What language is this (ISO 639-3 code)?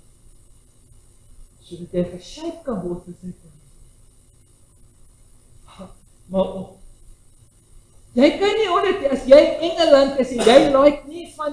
afr